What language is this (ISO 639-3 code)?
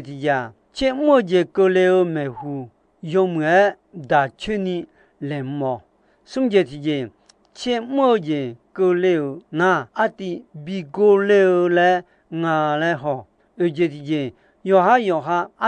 ahk